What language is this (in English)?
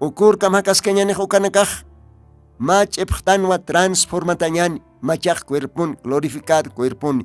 Aymara